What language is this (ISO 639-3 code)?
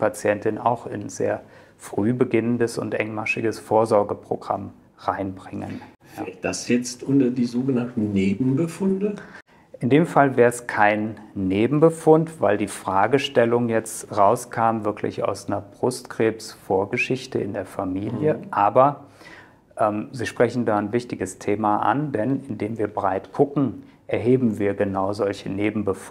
deu